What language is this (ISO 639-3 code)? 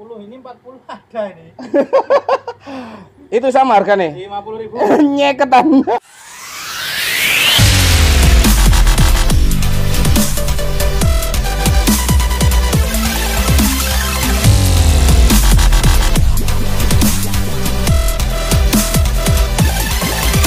ind